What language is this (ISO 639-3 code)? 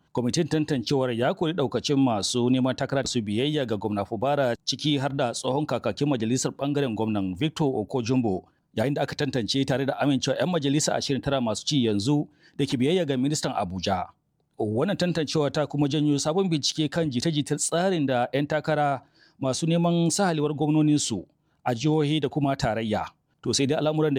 hau